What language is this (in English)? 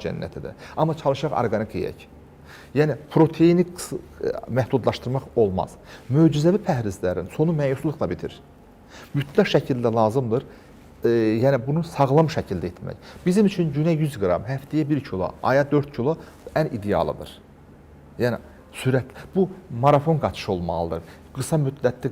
Azerbaijani